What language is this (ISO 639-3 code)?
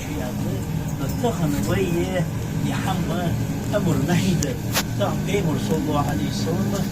inh